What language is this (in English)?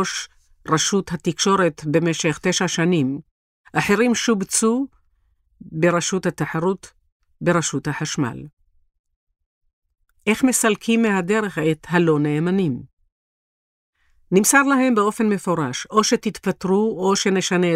Hebrew